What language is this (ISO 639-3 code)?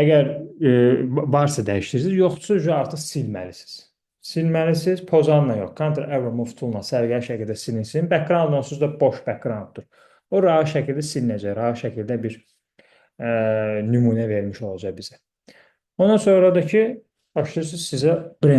aze